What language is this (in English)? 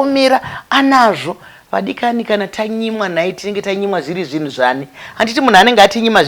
Shona